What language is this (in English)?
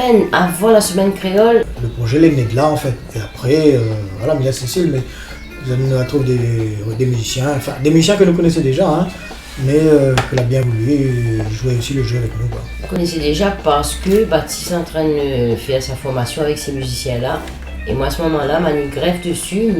Réunion Creole French